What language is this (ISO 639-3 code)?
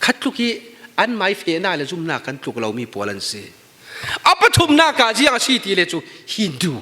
cfm